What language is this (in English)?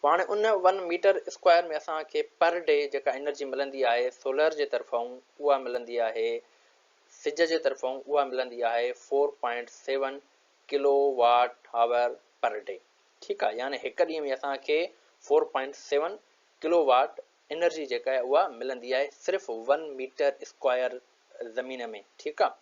Sindhi